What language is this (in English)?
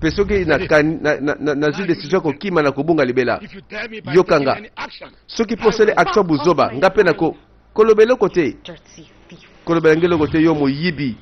Lingala